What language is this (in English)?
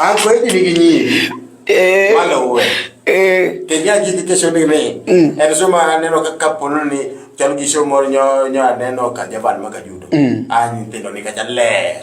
Luo (Kenya and Tanzania)